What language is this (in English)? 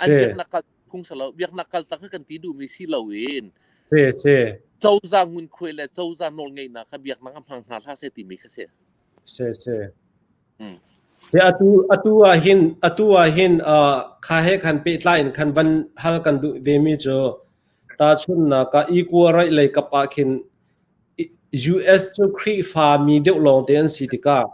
Hakha Chin